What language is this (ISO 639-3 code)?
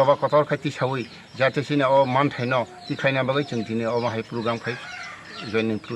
trp